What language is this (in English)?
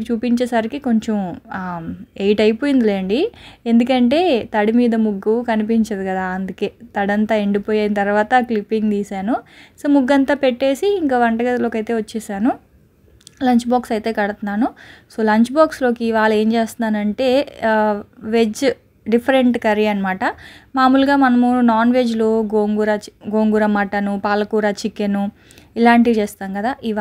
Telugu